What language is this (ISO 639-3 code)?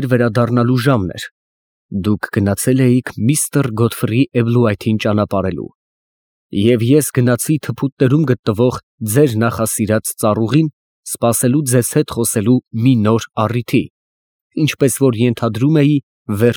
hye